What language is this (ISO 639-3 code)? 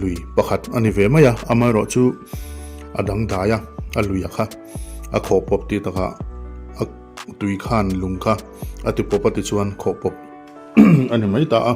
lus